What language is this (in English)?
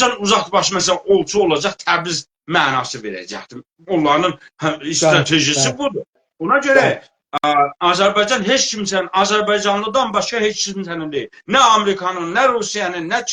South Azerbaijani